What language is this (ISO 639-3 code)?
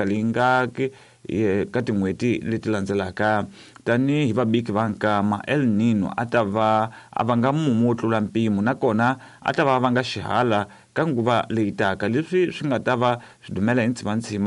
tso